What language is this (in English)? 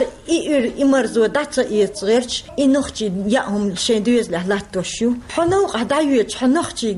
Chechen